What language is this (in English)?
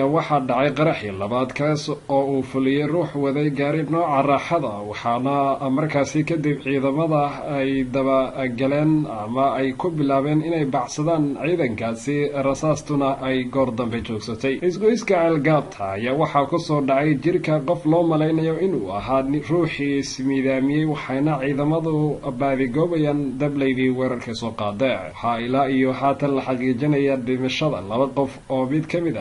Somali